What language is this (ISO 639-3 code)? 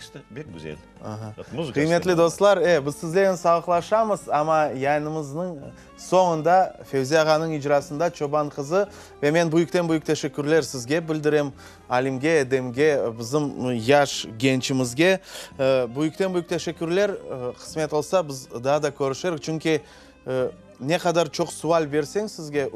crh